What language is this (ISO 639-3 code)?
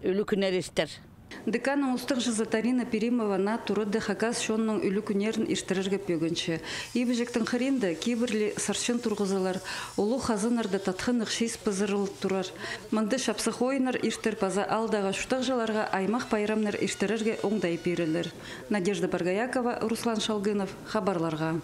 kjh